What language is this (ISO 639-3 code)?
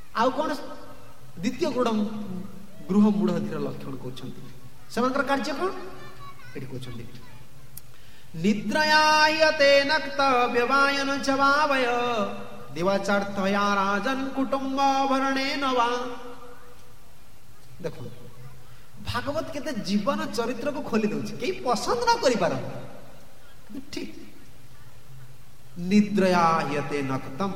ori